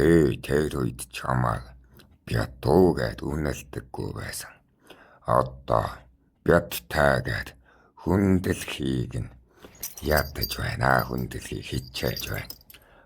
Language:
Mongolian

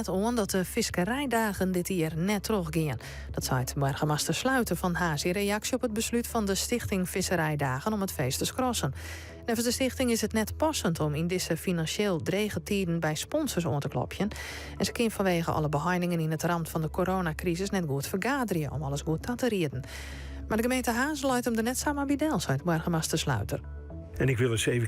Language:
Western Frisian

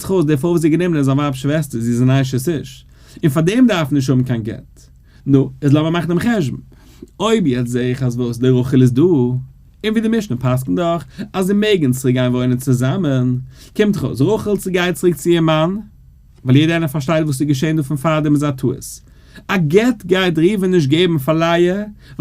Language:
Yiddish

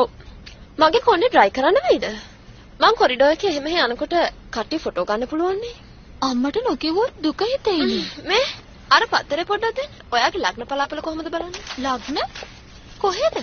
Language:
Sinhala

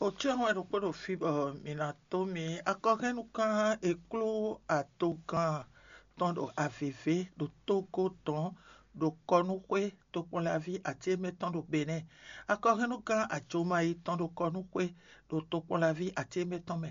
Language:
Fon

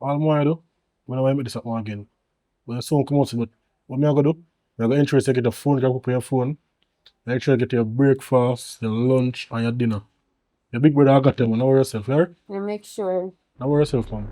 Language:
Jamaican Creole English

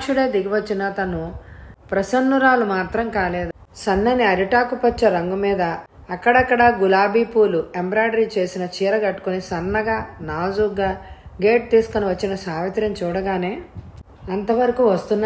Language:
Telugu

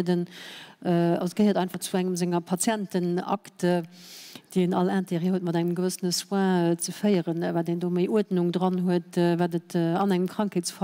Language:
Luxembourgish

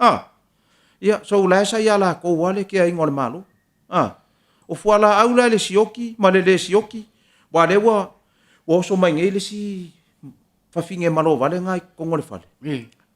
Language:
Samoan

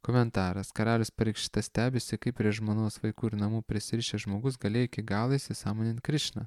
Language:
Lithuanian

